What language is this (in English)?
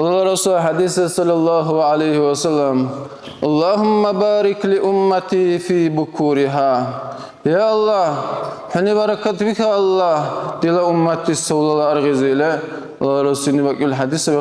Dargwa